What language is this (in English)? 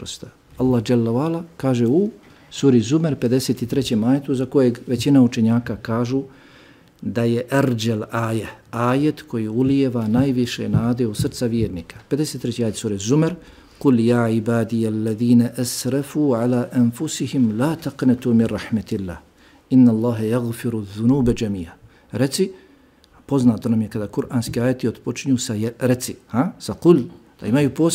Bosnian